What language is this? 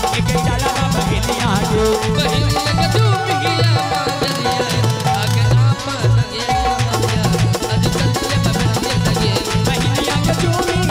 Bhojpuri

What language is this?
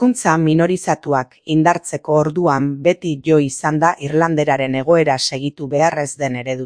Basque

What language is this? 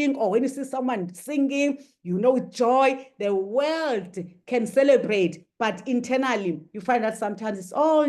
English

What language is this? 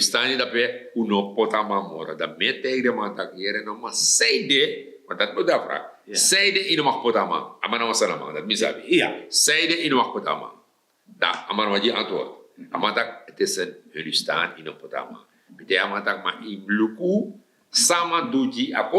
Sranan Tongo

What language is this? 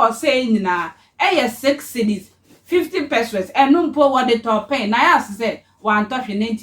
Akan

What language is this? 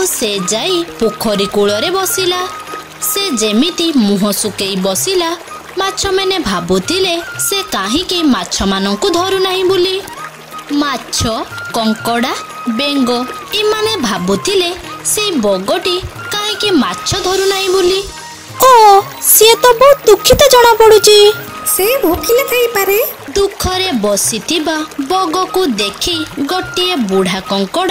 Odia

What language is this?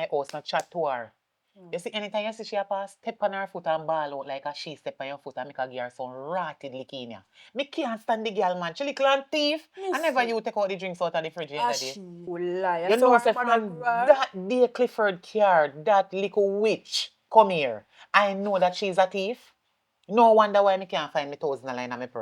Jamaican Creole English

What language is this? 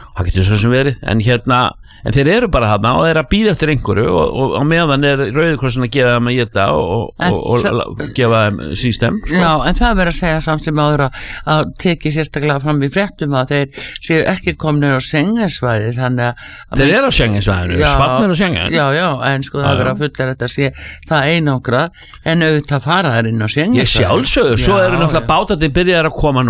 Icelandic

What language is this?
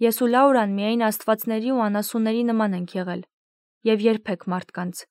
Armenian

